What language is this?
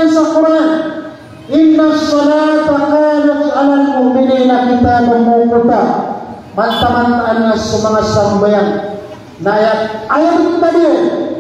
Maranao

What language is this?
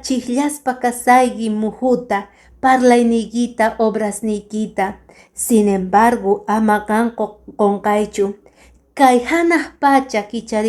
Quechua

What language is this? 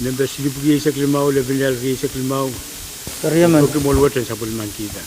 Pohnpeian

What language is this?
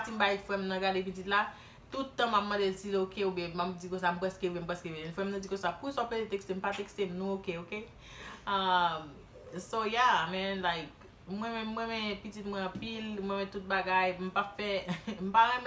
Haitian Creole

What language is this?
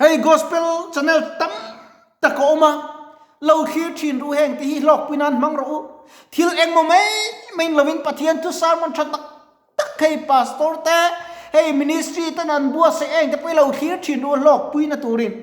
Mizo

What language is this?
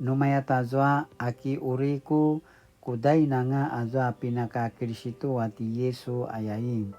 Paiwan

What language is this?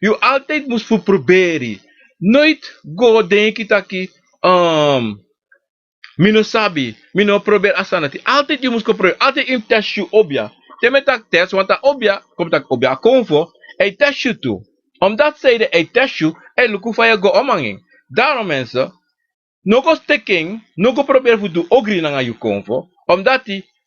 Sranan Tongo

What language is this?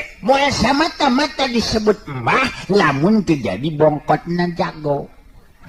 Sundanese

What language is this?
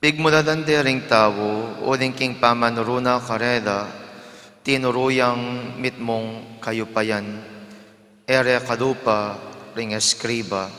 Pampanga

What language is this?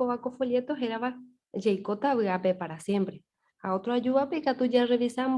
Guarani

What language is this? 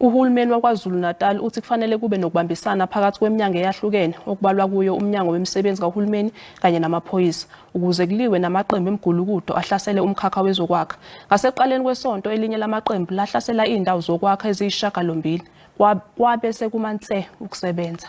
Zulu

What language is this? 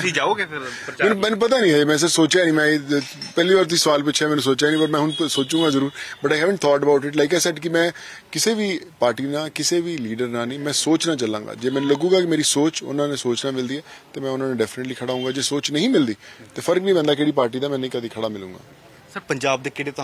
Punjabi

